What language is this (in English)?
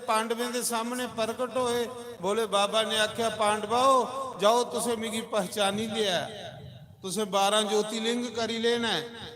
Dogri